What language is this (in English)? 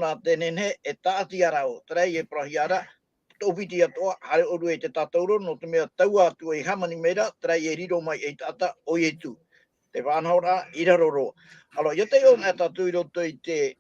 Tahitian